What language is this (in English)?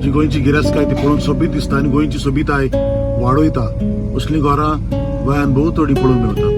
Konkani